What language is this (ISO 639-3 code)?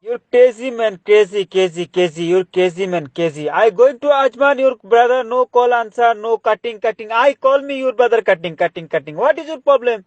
jam